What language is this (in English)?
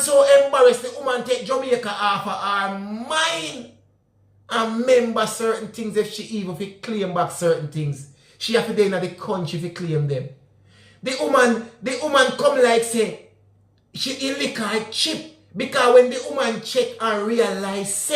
Jamaican Creole English